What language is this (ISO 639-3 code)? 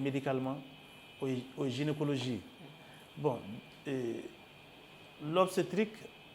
bam